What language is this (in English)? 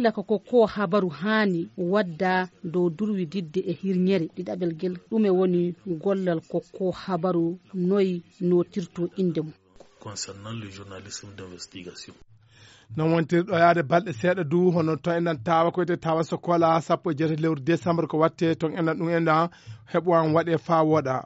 Fula